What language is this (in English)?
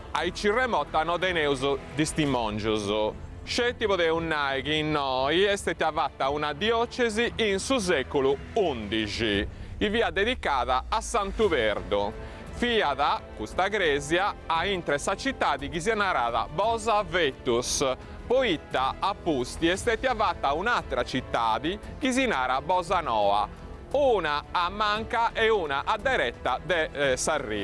Sardinian